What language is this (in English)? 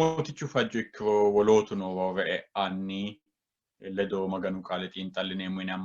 Sidamo